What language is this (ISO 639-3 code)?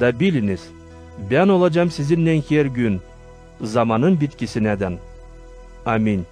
gag